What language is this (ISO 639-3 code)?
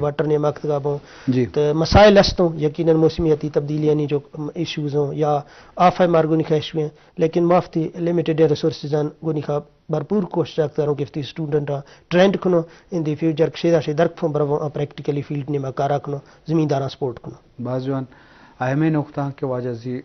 bgp